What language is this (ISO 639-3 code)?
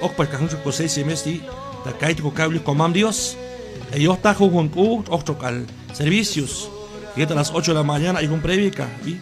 kjb